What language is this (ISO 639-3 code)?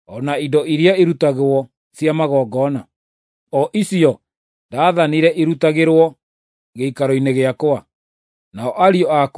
kik